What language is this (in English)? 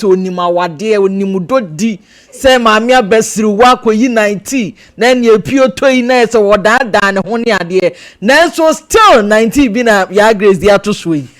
Akan